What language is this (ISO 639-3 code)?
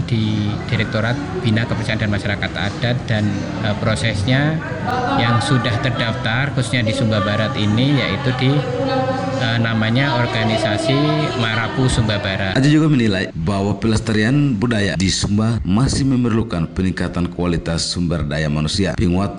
ind